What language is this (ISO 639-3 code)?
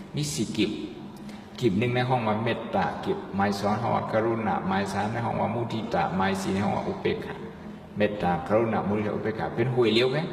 shn